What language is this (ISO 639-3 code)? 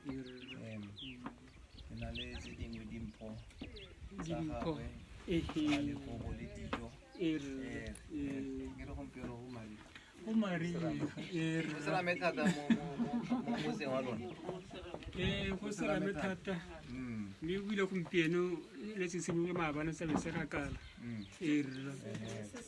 tsn